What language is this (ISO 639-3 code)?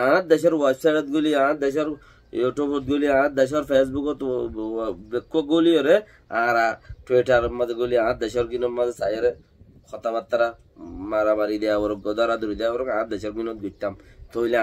rhg